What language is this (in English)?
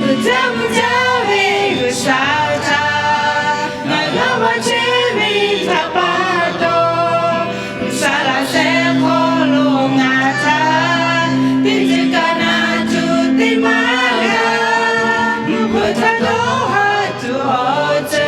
Lahu